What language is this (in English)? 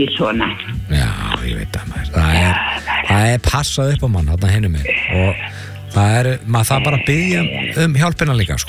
Icelandic